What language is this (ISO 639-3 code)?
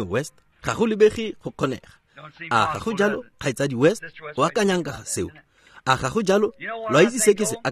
tsn